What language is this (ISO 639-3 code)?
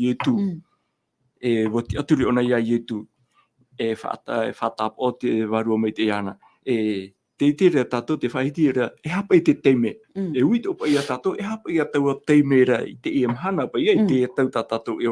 tah